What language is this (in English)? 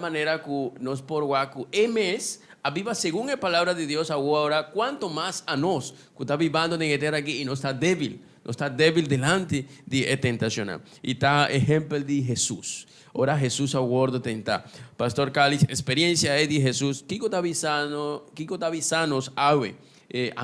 Papiamento